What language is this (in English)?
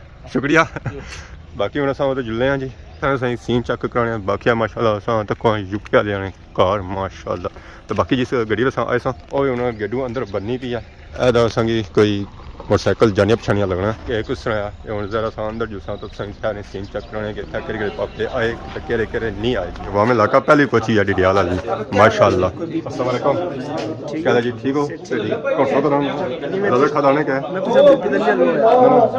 Pahari-Potwari